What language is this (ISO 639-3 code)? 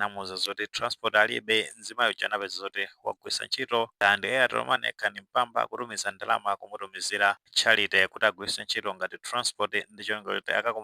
nya